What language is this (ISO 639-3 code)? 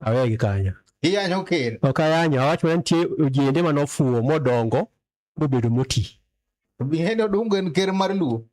luo